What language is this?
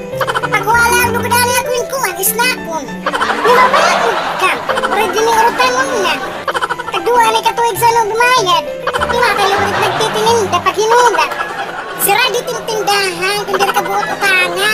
Waray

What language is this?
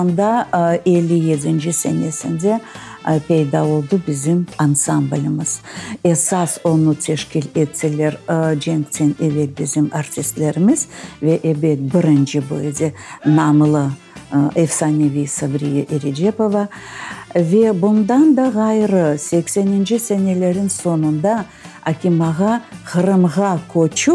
Crimean Tatar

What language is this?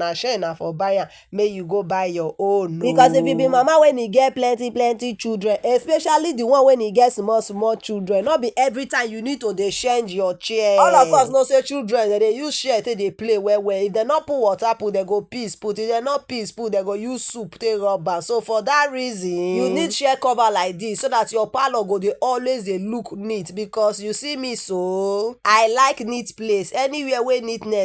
Nigerian Pidgin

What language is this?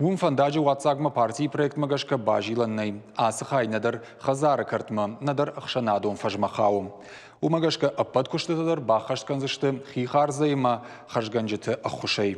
Ossetic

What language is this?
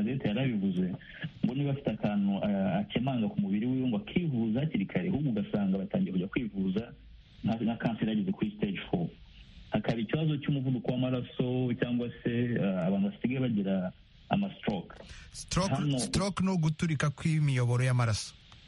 Kinyarwanda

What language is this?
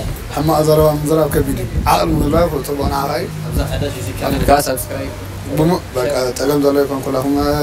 Tigrinya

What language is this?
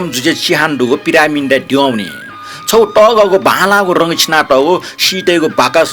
Newari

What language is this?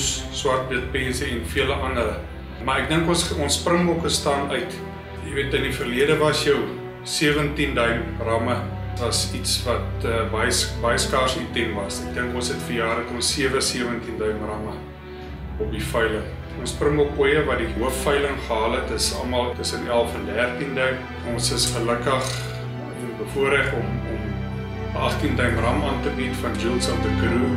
Afrikaans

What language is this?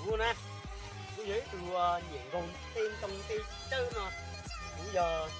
Hmong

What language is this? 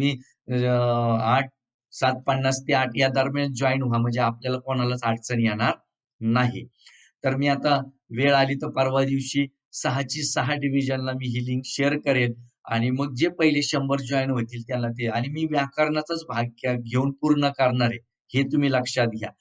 Marathi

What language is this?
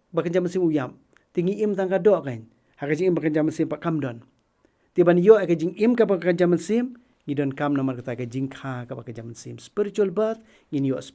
Khasi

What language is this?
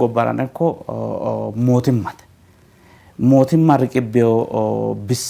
Sidamo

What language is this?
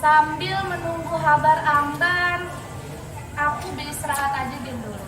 Banjar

